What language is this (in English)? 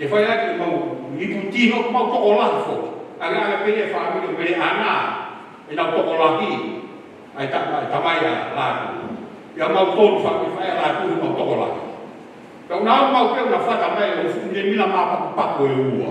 Tongan